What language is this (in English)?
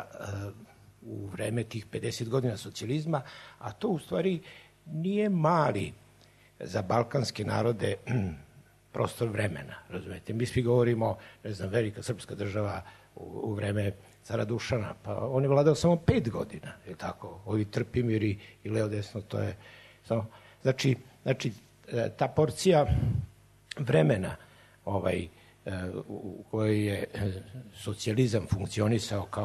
Serbian